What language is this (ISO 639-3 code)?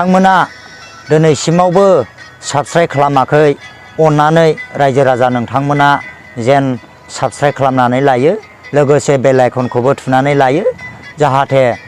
brx